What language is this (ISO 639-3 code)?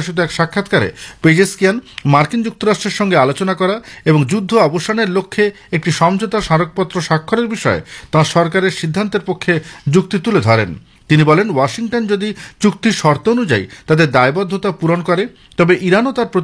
ben